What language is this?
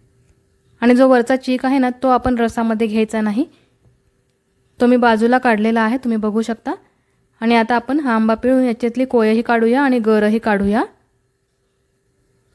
Marathi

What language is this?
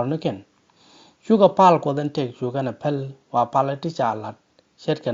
Nuer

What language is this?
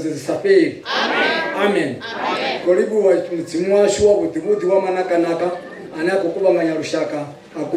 Venda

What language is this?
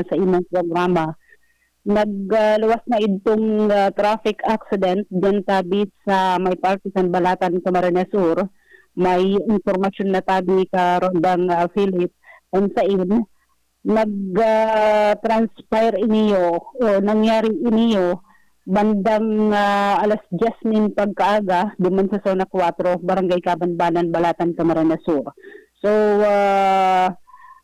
Bikol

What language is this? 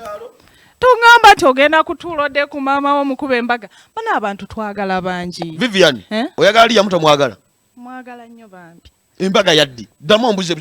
Ganda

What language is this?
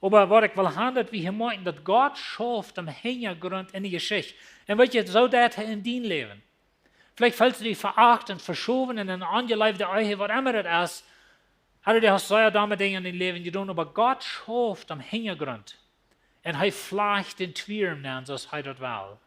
Plautdietsch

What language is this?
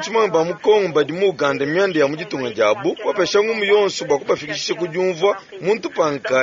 Luba-Lulua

